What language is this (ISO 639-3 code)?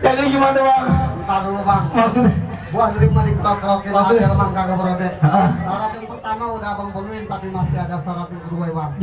bew